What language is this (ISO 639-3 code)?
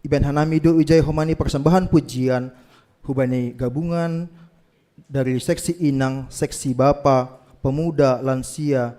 bts